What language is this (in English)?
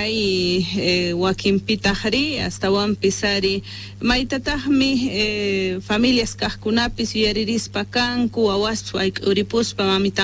Quechua